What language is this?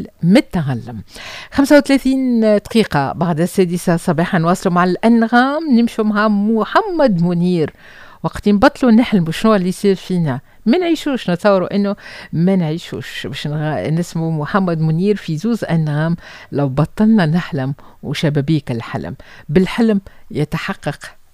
Tunisian Arabic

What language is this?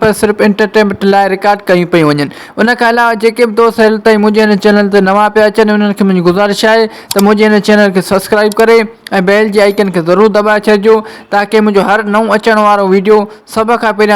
Sindhi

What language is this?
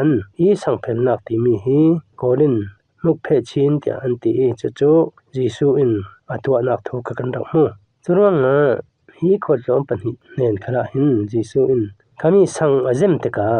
Falam Chin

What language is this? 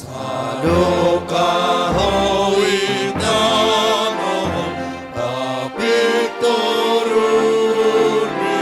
Batak Simalungun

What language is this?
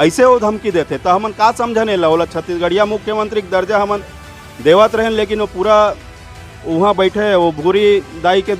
Chhattisgarhi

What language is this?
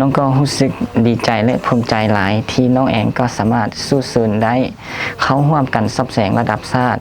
Lao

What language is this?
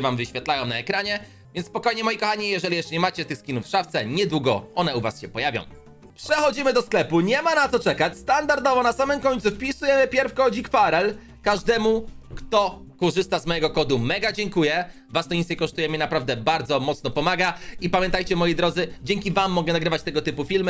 Polish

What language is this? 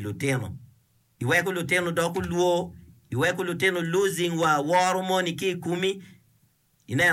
Acoli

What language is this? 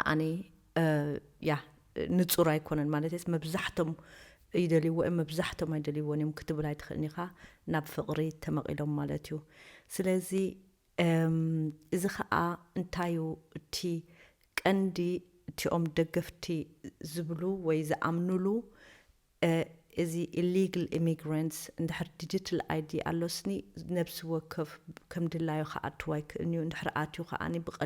Tigrinya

